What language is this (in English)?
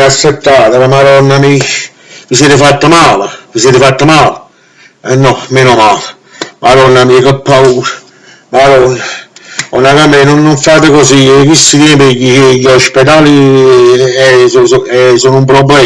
Neapolitan